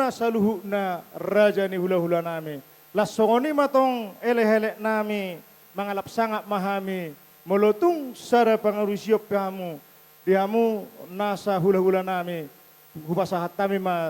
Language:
Batak Toba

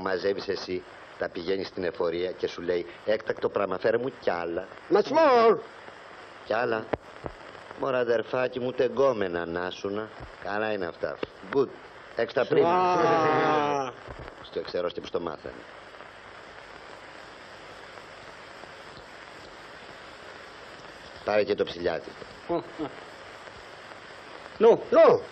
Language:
Greek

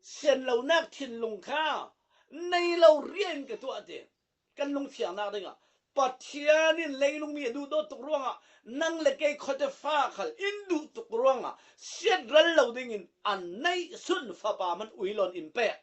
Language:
Falam Chin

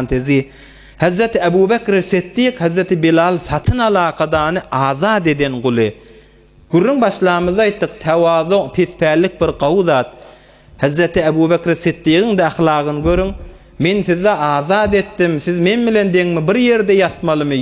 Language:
Turkmen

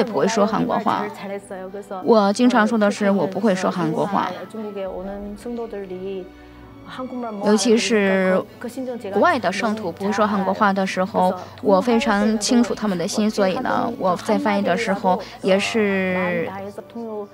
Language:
Chinese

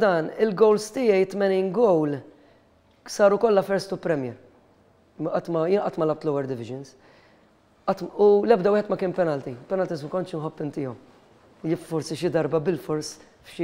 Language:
Maltese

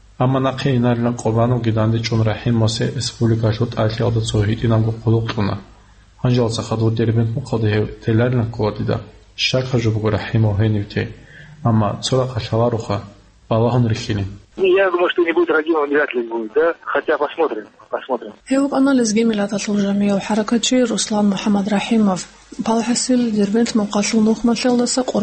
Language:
Avaric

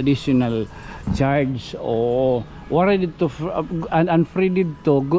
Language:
Waray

